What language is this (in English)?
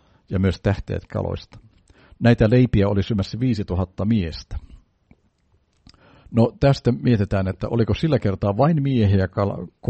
Finnish